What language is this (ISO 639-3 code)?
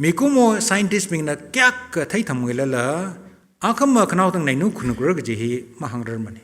nmf